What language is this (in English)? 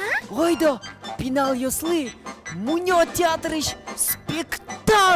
Udmurt